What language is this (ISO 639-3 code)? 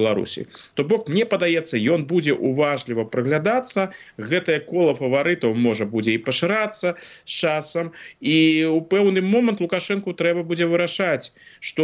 bel